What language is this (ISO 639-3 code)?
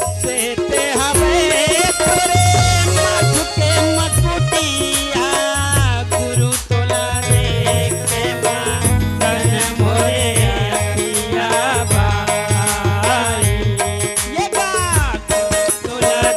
hne